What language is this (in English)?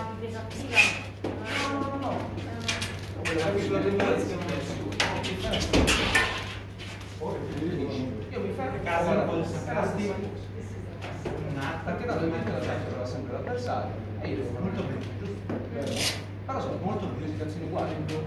Italian